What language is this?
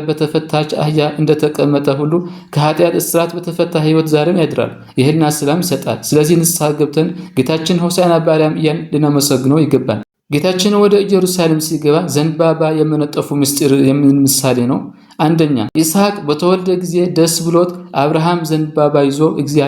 Amharic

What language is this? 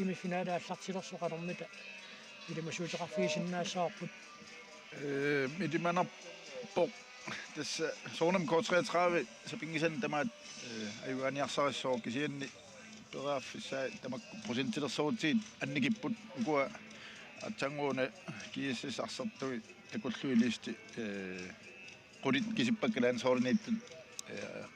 Kalaallisut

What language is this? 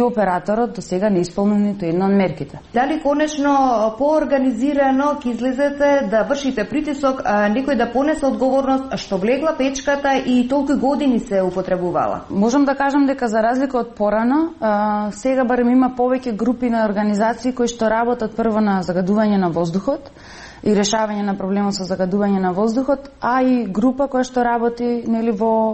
Macedonian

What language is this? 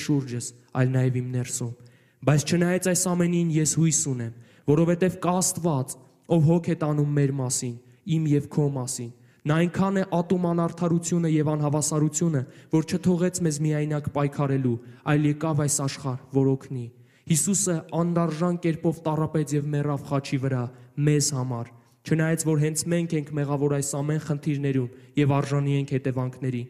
Armenian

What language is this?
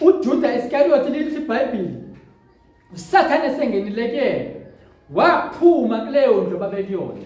Zulu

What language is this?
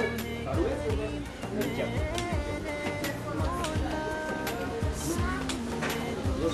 Ngazidja Comorian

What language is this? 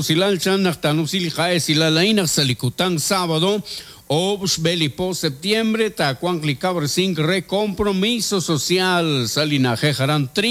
Kekchí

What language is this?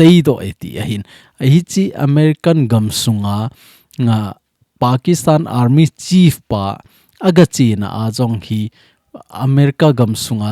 Thado Chin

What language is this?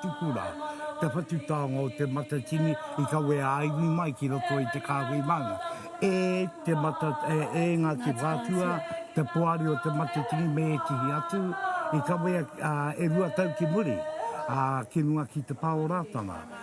Māori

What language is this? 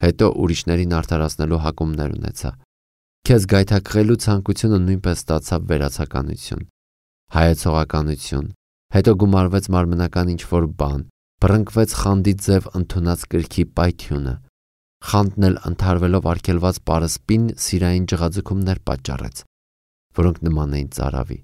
Armenian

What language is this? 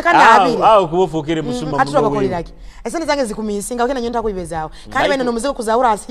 Tooro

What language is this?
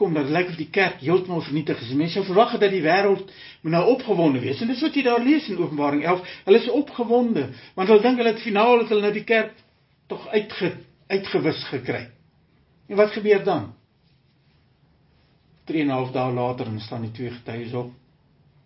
Afrikaans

